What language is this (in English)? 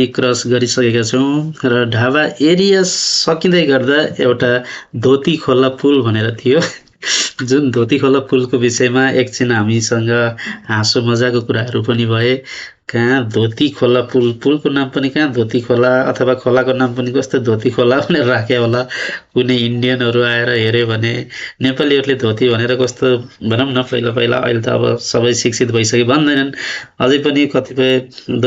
Nepali